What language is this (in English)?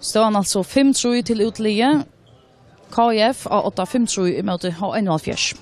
Faroese